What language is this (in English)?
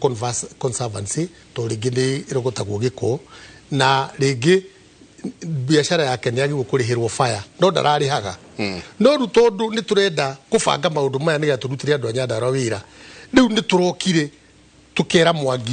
Kikuyu